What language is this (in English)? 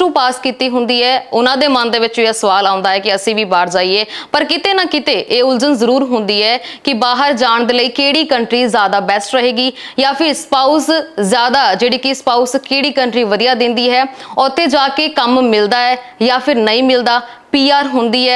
Punjabi